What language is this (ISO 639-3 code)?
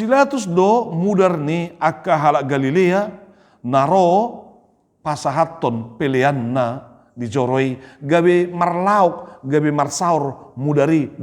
bbc